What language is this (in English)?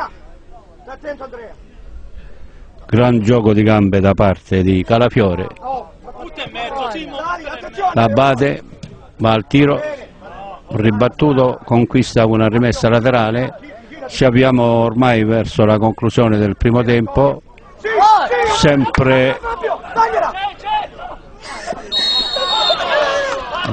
Italian